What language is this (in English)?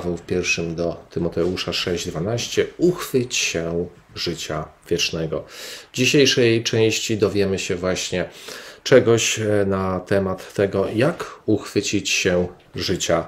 Polish